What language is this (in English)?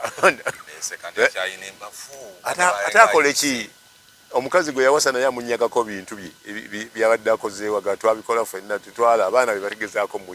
Ganda